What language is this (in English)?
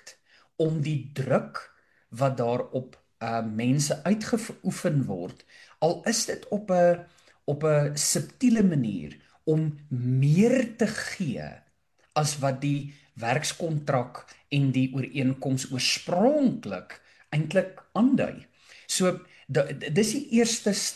Afrikaans